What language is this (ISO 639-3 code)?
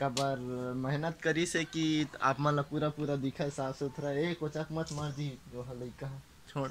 hne